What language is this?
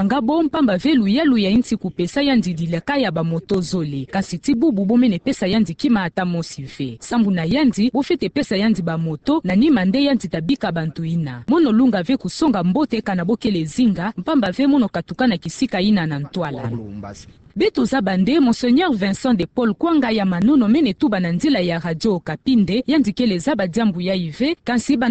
Kituba (Democratic Republic of Congo)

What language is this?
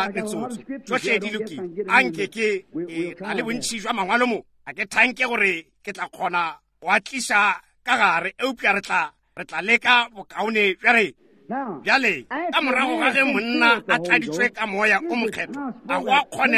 Northern Sotho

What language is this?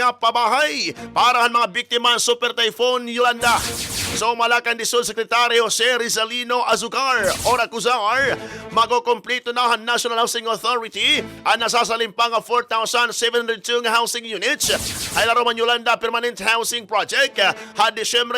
Waray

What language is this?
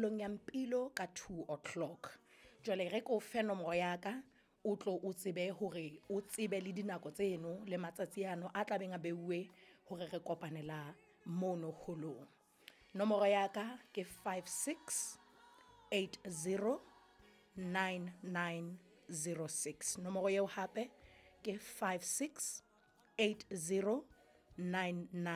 Southern Sotho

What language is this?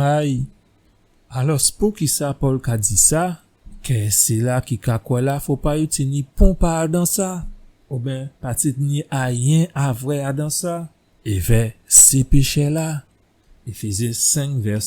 Guadeloupean Creole French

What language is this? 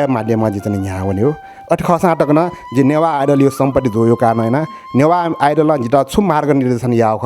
Newari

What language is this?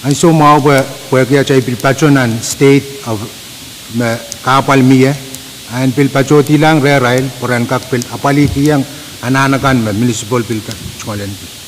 Pohnpeian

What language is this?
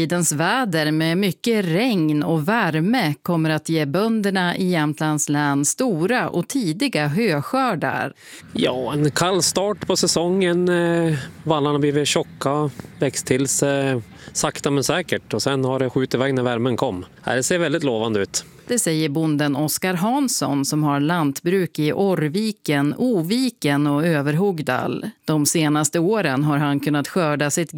Swedish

